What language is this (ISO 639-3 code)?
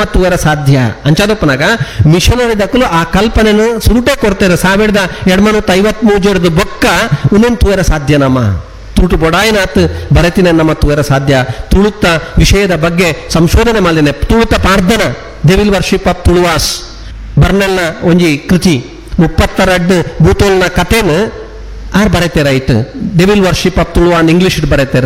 tcy